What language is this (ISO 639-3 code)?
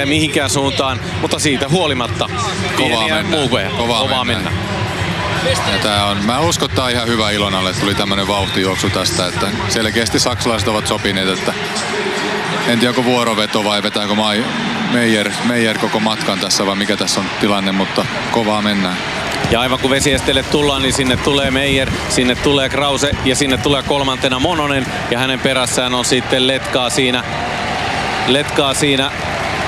fin